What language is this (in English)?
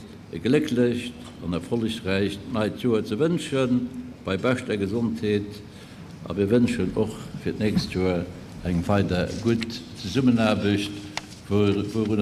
Luxembourgish